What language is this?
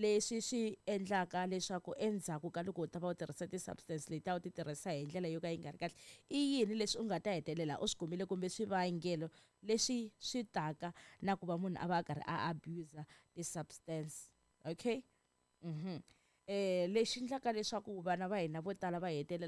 Tsonga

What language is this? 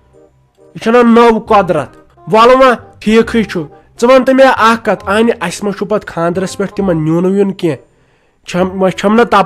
Kashmiri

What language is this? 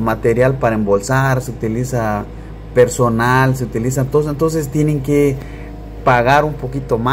Spanish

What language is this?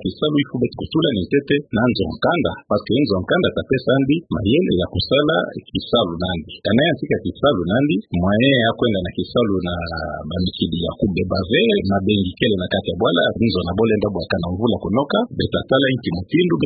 Kituba (Democratic Republic of Congo)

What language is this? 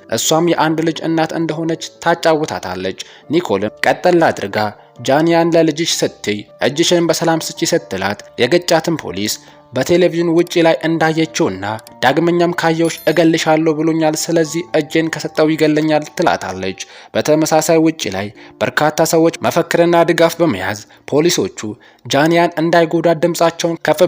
Amharic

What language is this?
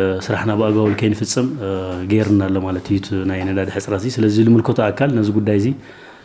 Tigrinya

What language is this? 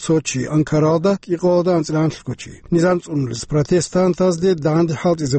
Avaric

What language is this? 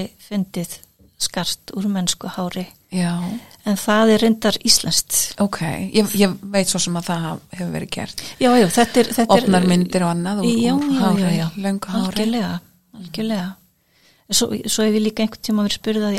Icelandic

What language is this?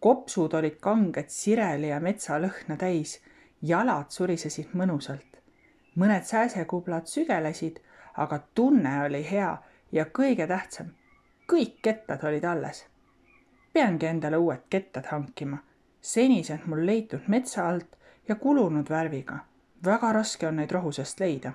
Estonian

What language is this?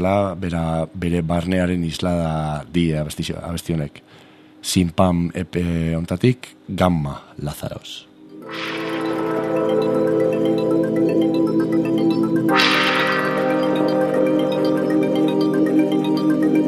Basque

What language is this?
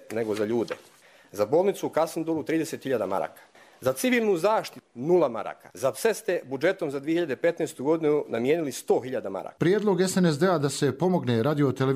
Croatian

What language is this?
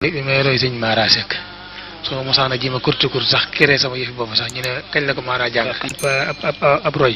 Wolof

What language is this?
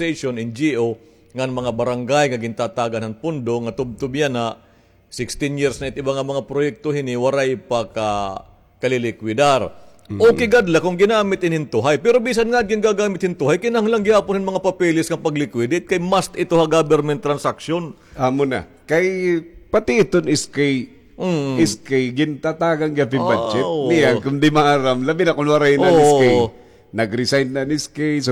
Waray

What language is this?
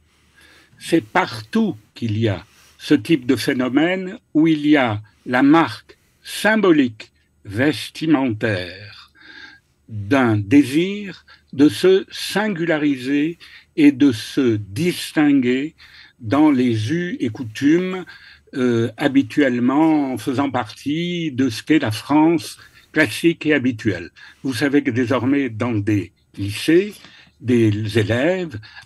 French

